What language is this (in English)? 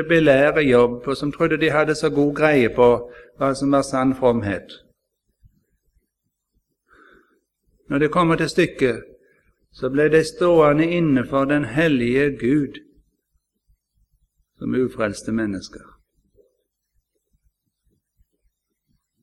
Norwegian